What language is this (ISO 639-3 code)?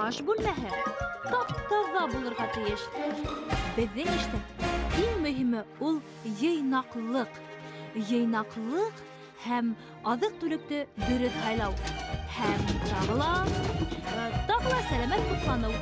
bak